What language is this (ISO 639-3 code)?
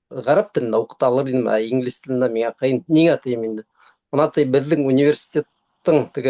bak